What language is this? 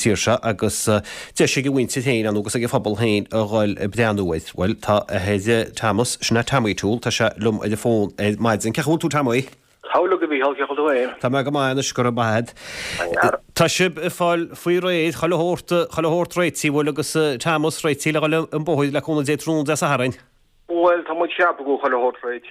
Irish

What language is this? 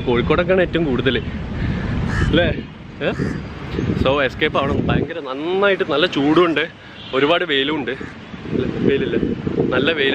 Malayalam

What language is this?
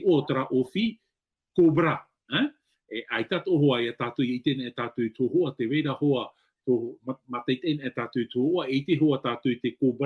Tahitian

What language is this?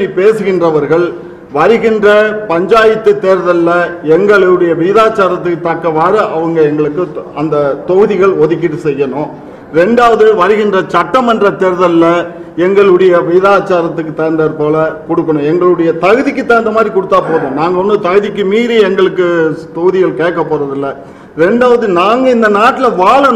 Tamil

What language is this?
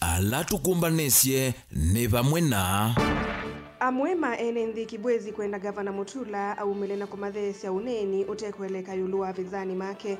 Kamba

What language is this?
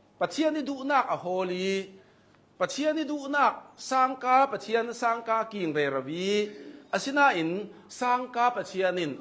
Hakha Chin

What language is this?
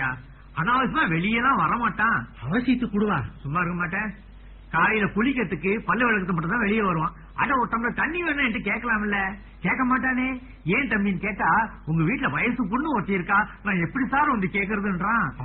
Tamil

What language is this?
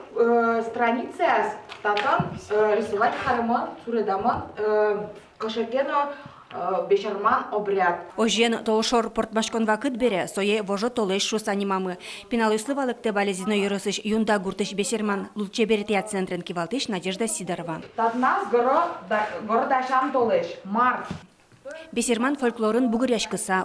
Udmurt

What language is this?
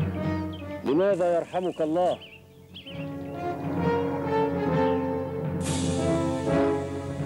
Arabic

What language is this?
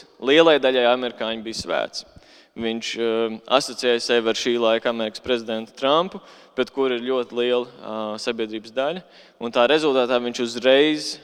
Latvian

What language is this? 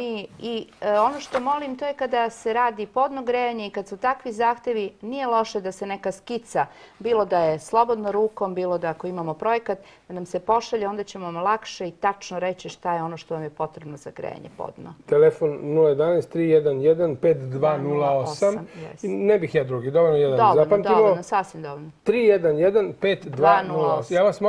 Serbian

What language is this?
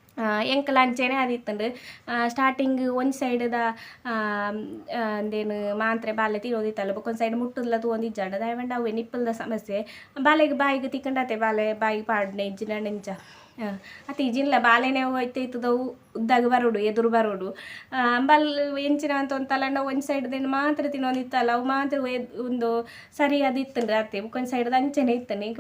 Tulu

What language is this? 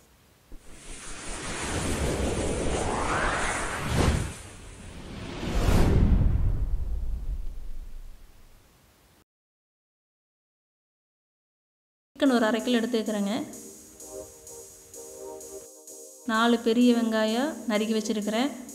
Tamil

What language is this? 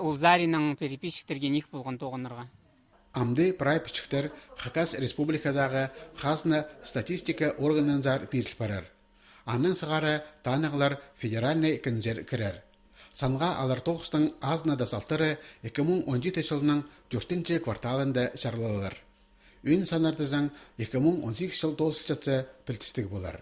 Khakas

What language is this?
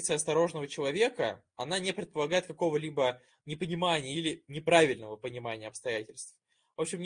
Russian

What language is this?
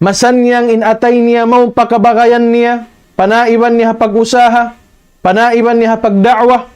Tausug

